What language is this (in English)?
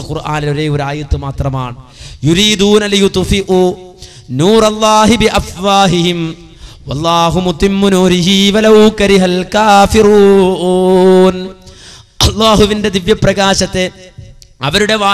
Malayalam